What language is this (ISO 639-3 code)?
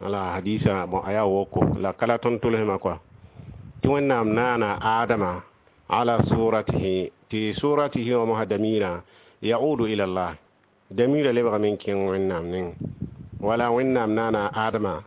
mos